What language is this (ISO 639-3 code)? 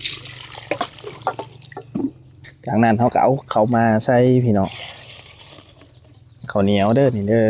lao